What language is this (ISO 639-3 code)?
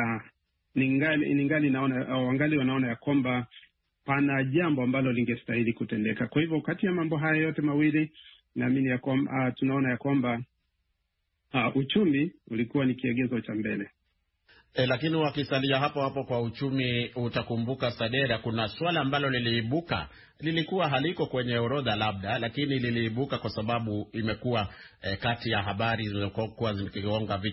swa